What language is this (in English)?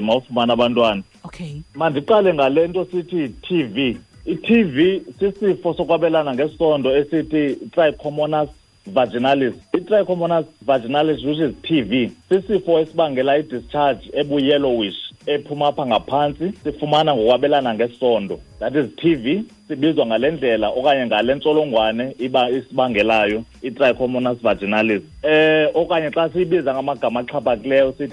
Xhosa